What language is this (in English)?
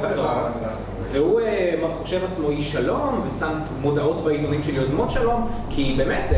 Hebrew